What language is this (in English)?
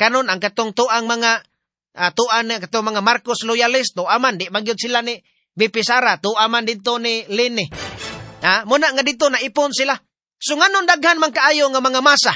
Cebuano